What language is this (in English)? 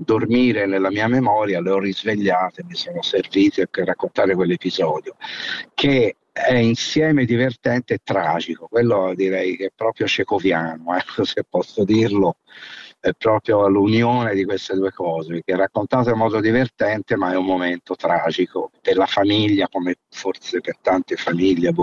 Italian